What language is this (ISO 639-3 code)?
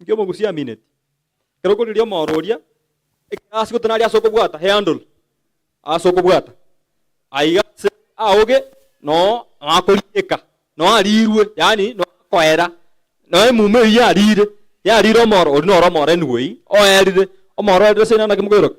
guz